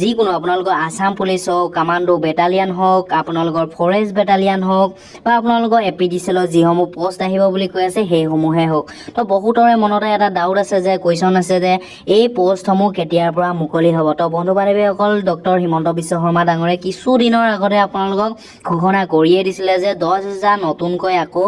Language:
Assamese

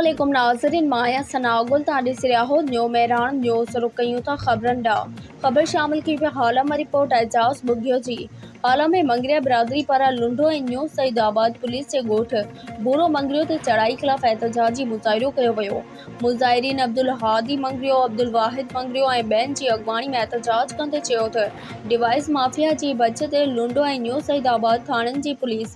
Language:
Sindhi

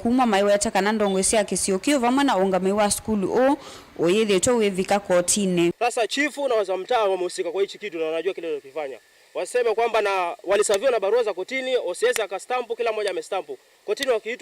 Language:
Kamba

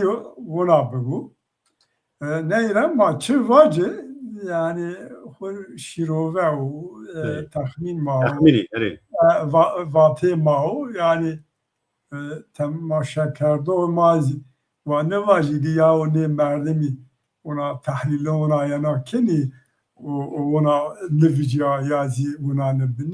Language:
Zaza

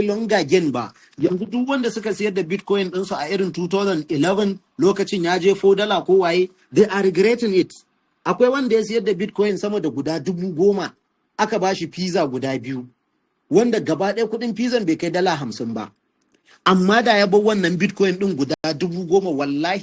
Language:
Hausa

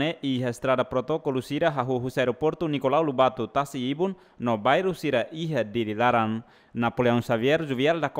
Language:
Tetum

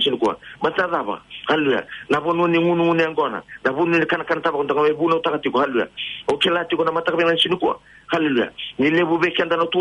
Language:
Fijian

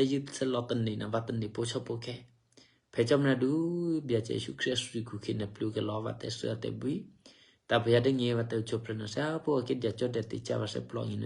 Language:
Eastern Kayah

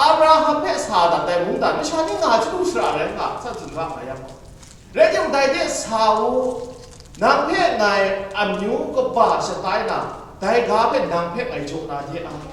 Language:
Kachin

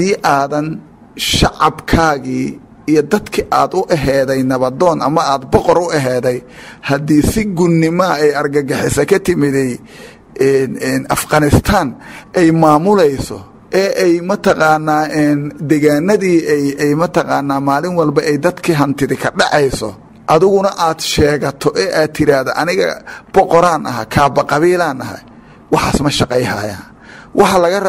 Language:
Somali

